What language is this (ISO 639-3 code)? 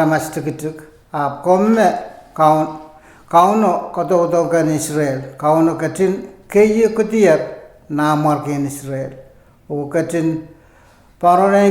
pon